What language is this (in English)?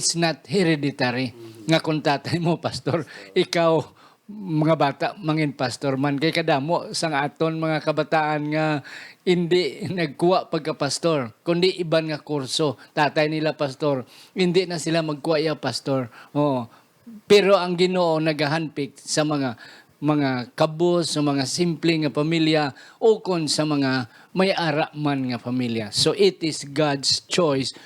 Hiligaynon